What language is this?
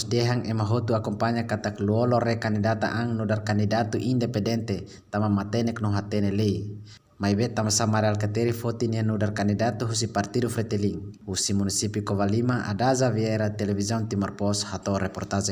Tetum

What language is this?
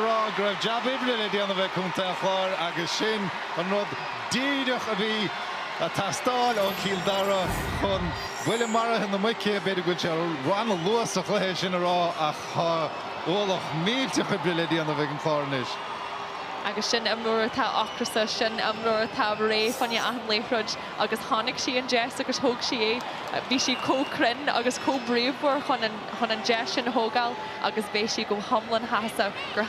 Irish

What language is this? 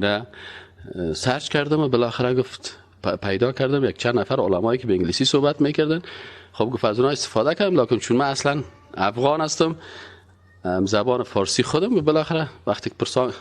Persian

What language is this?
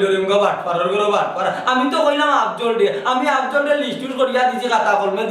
Sylheti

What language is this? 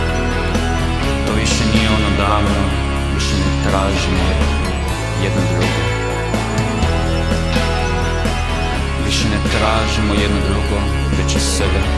Croatian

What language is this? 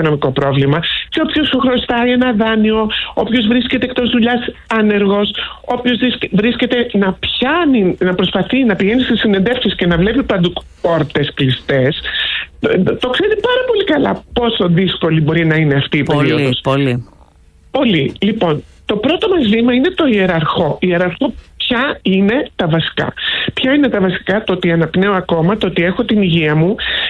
Greek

